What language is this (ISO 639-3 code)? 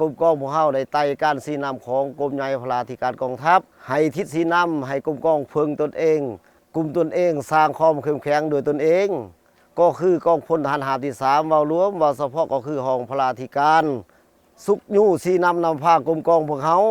lao